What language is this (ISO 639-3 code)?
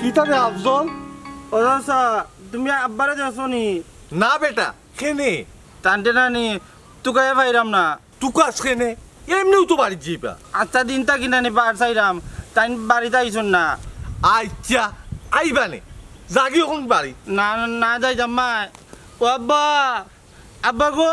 syl